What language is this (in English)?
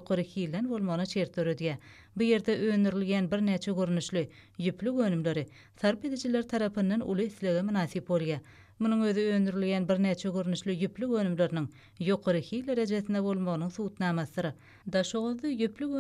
Turkmen